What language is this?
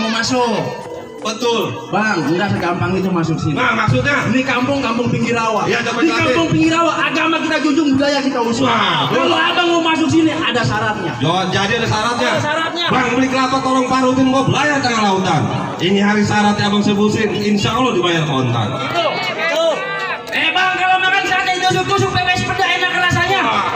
Betawi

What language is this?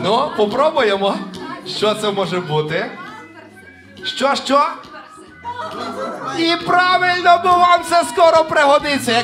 Ukrainian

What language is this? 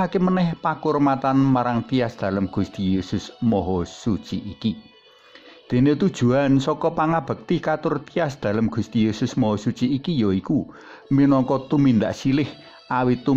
Javanese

